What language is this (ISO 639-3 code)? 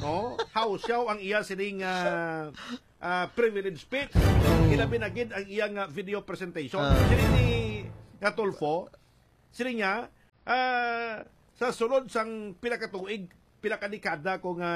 hil